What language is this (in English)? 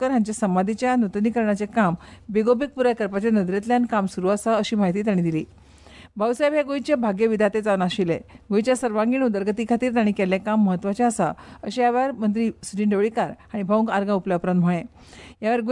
Konkani